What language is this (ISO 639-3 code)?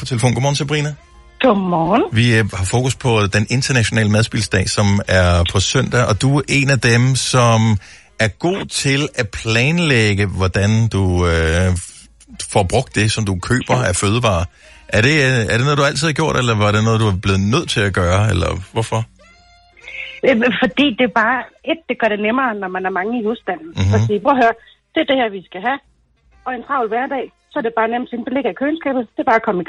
dan